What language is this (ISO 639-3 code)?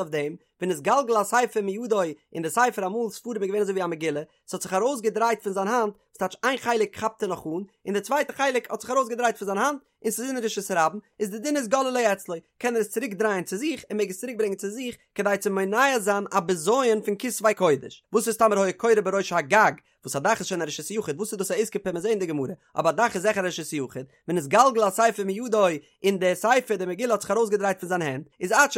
yid